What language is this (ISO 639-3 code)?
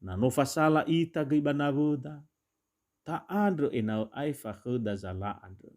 nia